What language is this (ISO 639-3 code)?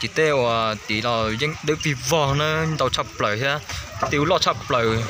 hmn